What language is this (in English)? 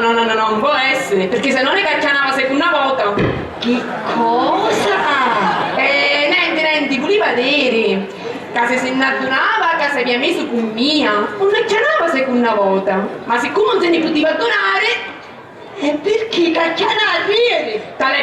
Sicilian